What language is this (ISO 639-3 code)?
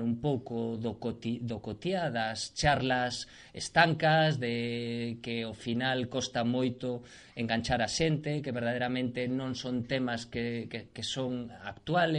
glg